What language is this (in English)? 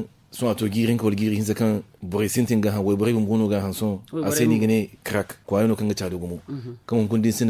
Zarma